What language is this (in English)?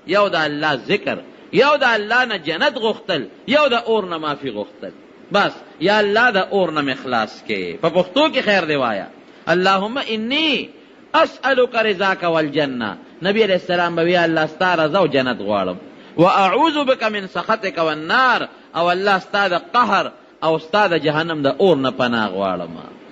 Pashto